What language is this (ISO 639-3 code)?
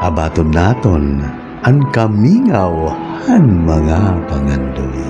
war